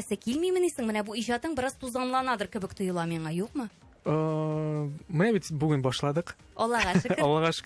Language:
Tatar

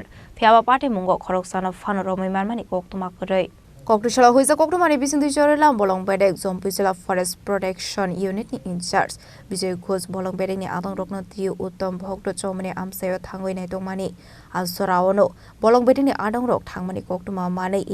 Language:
Kok Borok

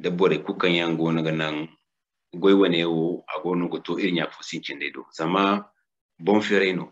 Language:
Zarma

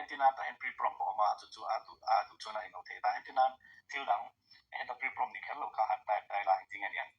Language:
Mizo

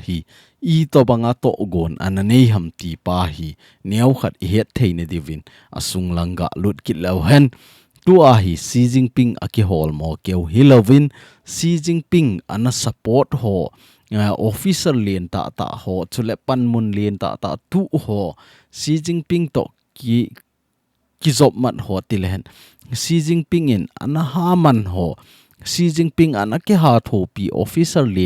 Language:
Thado Chin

